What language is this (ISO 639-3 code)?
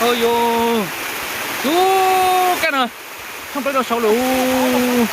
hmn